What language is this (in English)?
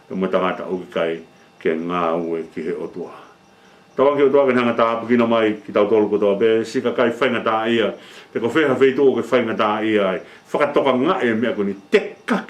Tongan